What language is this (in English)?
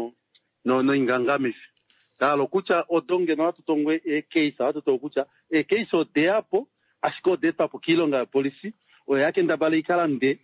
Kuanyama